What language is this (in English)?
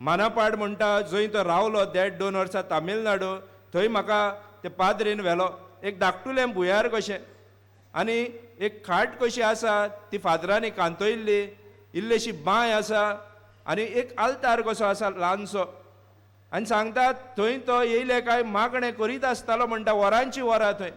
Konkani